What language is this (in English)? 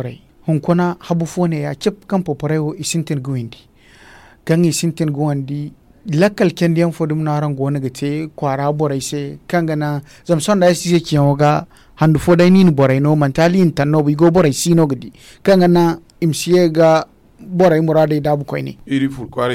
Zarma